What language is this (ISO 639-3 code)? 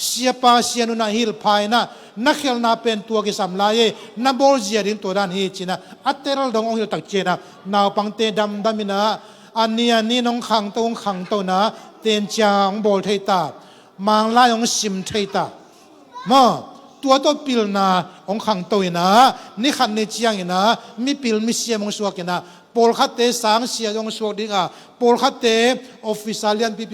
ctd